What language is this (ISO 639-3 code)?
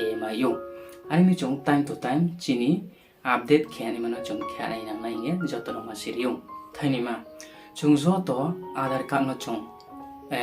ria